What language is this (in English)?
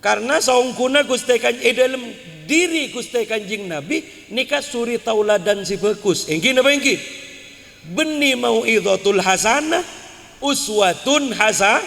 Madurese